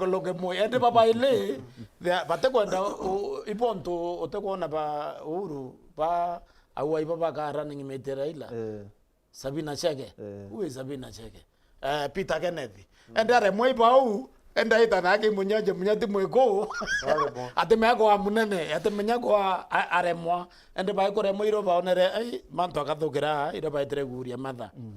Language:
Meru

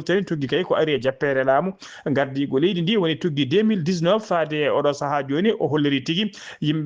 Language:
Fula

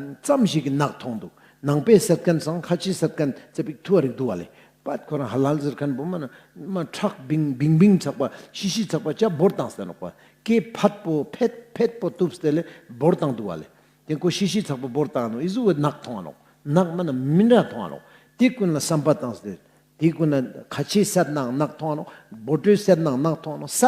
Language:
Ladakhi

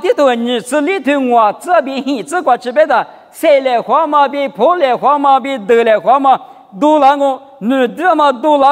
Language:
Lisu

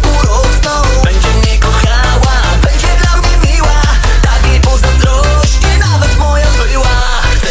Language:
Polish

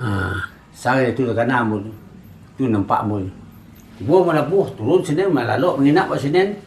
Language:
Minangkabau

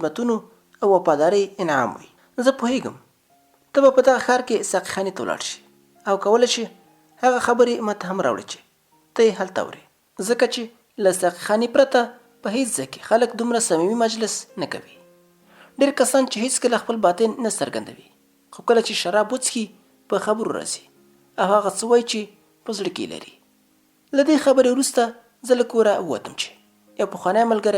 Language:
Pashto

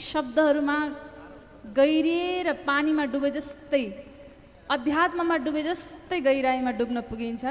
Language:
Nepali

